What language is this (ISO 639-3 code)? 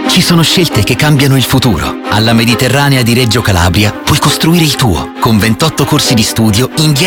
ita